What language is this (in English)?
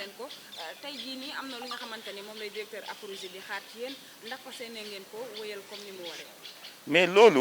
Wolof